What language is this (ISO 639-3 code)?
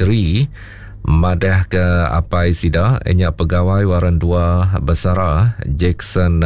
iba